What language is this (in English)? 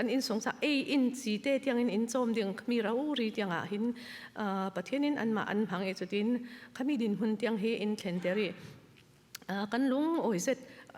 Falam Chin